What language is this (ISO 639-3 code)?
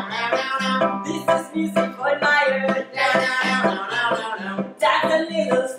nor